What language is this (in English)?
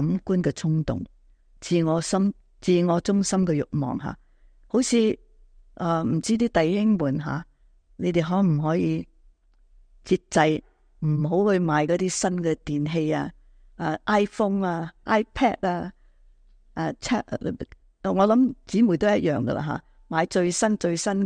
Cantonese